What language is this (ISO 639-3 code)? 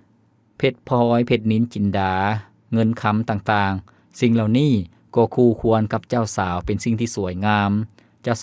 lao